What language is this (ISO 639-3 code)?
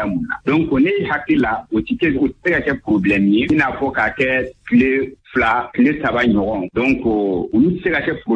bam